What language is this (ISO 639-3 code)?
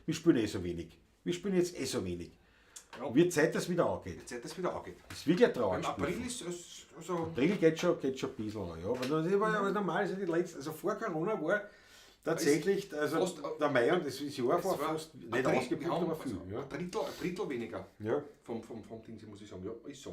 bar